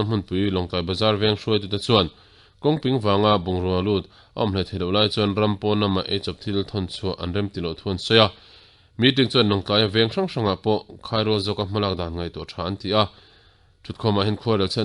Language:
Mizo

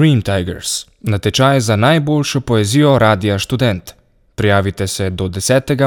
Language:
Slovenian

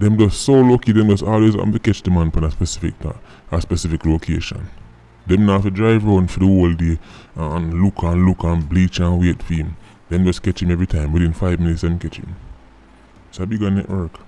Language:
Jamaican Creole English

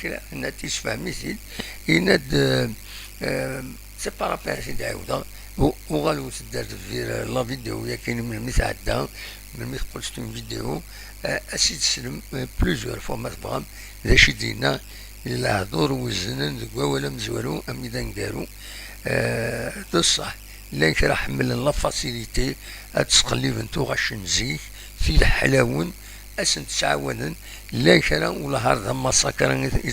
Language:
Kabyle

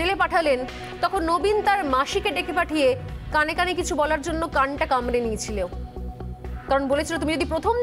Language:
Bangla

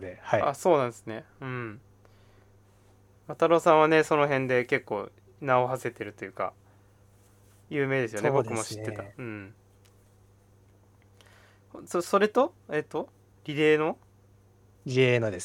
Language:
Japanese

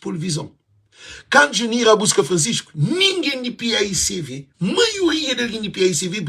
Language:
Kabuverdianu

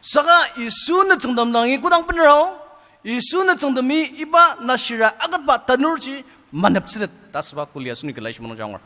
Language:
Ao Naga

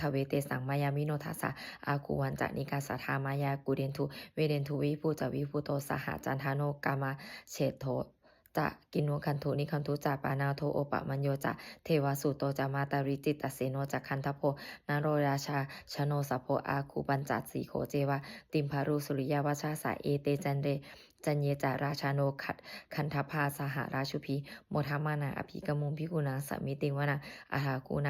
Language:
Pali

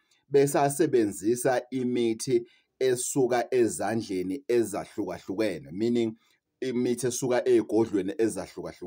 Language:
Zulu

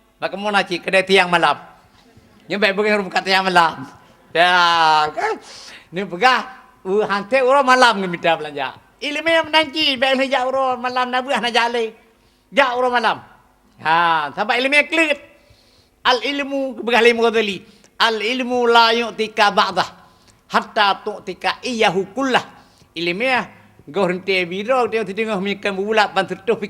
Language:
Achinese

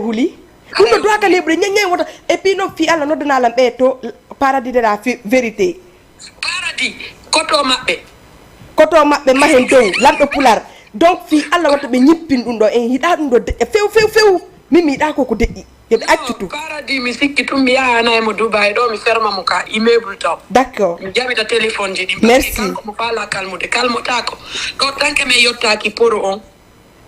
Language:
Fula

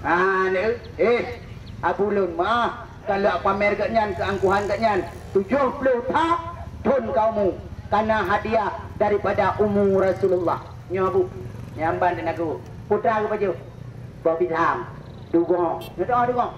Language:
Achinese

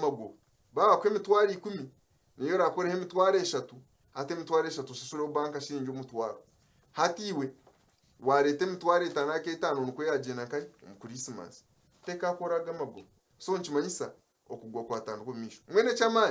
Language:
Nyankole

